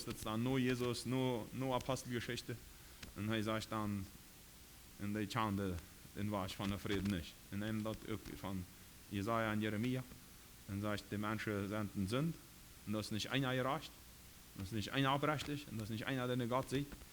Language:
Plautdietsch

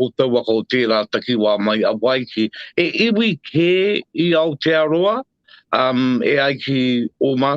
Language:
Māori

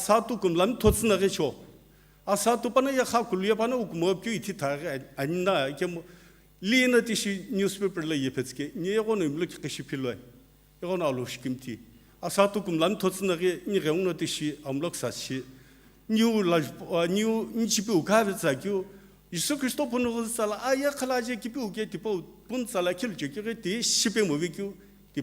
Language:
Sumi Naga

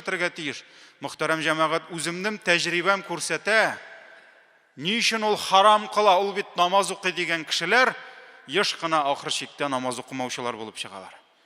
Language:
Tatar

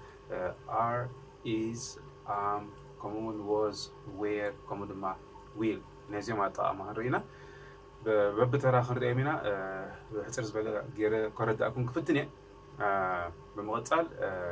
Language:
Tigrinya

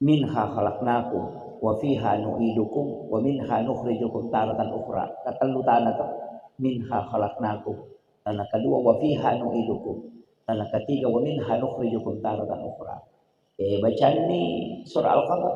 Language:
Buginese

